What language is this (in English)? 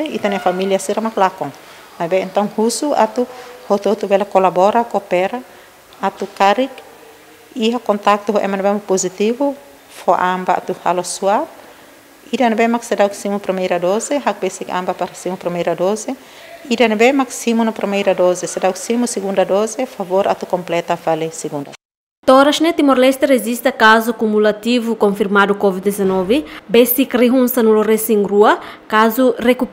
Tetum